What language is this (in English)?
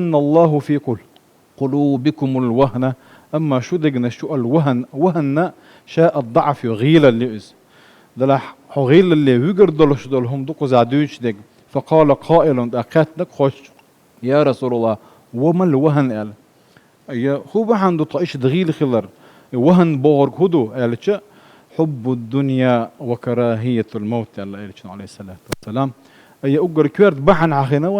Chechen